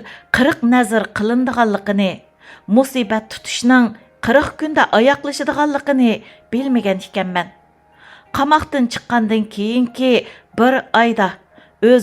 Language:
Uyghur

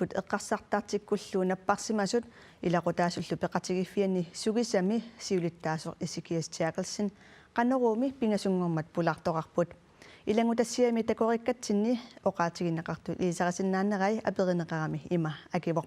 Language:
Kalaallisut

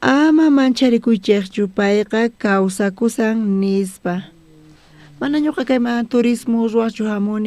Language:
South Bolivian Quechua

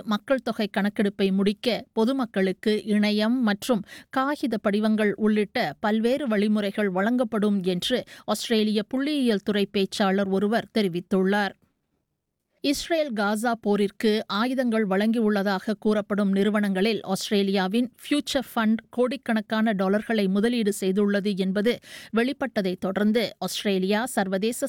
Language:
Tamil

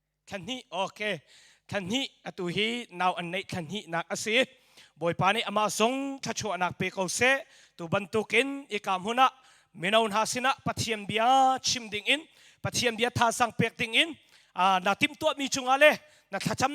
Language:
Hakha Chin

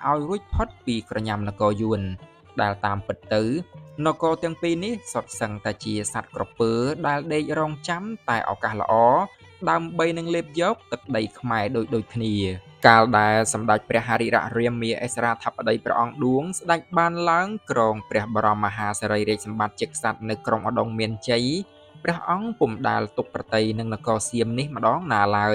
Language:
Khmer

